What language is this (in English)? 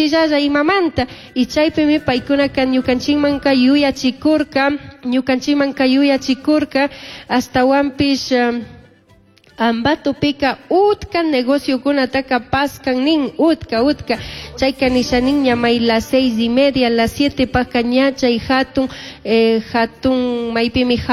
Chimborazo Highland Quichua